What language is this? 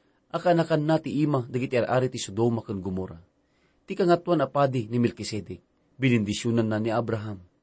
Iloko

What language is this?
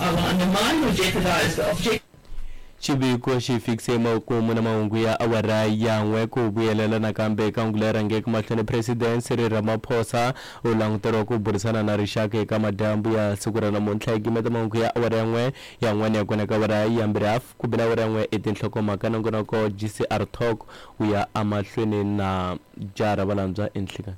Tsonga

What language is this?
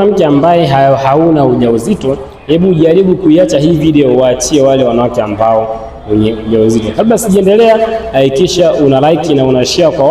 Swahili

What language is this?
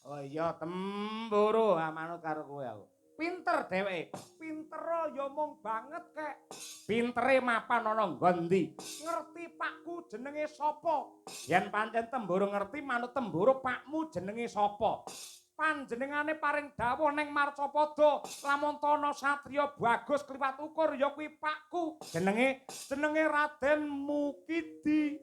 Javanese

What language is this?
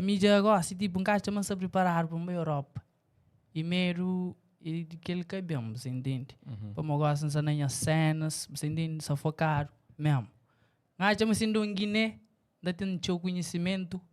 Kabuverdianu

